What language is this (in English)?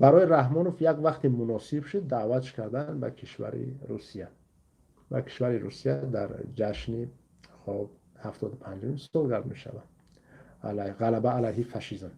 Tajik